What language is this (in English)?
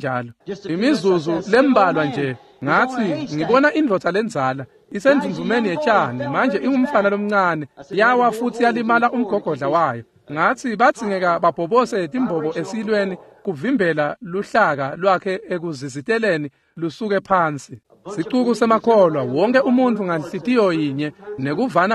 Swati